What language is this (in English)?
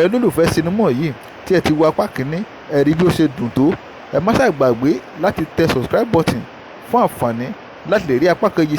Yoruba